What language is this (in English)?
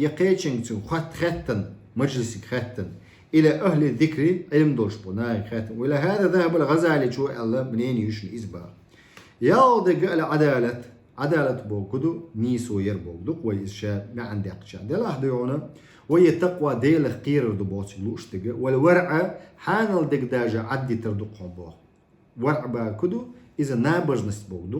Chechen